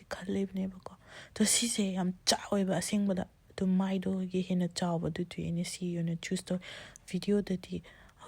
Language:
Manipuri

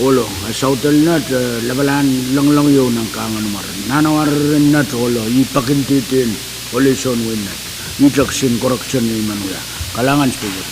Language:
Pohnpeian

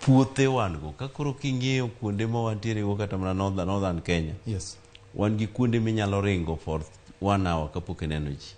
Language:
Luo (Kenya and Tanzania)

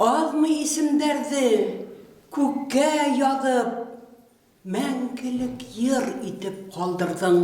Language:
Bashkir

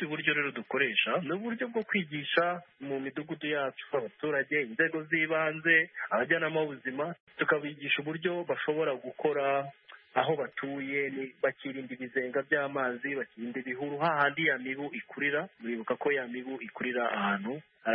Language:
Kinyarwanda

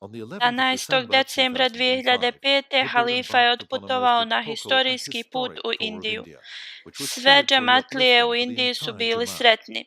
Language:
Bosnian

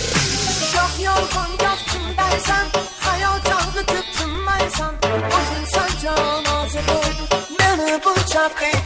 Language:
Kara-Kalpak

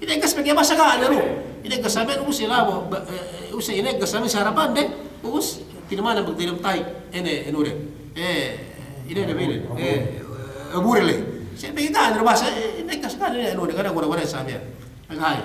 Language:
Yakan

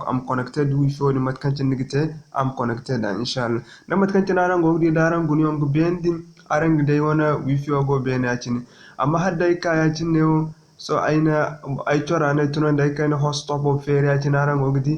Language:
Zarma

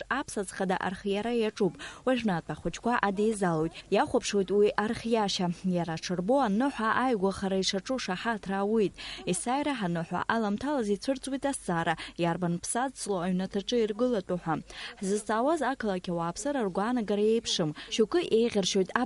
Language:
Abkhazian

